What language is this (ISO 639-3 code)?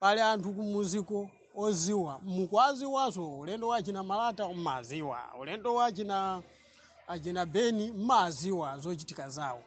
nya